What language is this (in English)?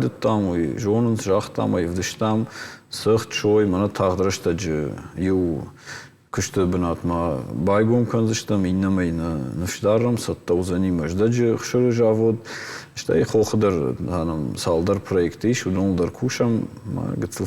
Ossetic